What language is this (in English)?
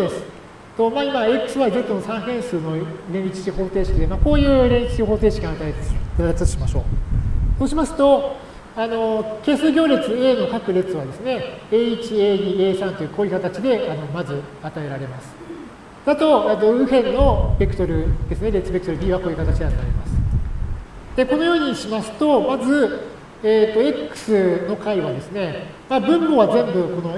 Japanese